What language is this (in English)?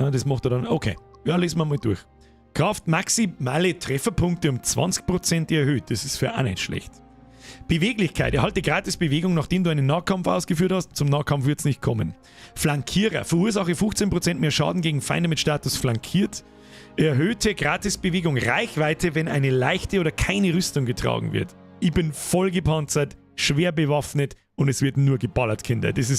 Bavarian